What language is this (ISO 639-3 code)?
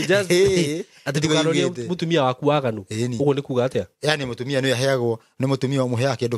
kik